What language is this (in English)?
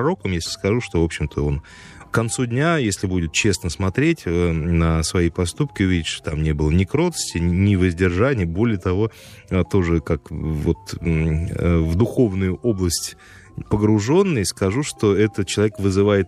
Russian